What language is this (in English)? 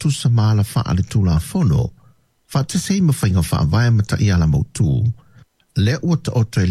Samoan